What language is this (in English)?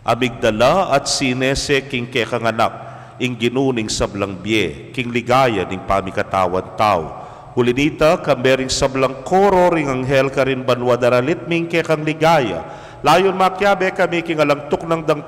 Pampanga